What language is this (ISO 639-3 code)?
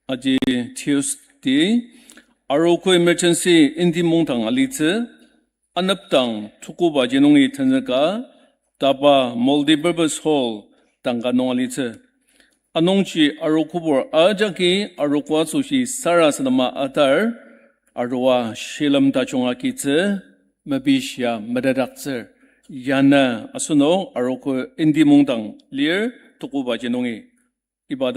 njo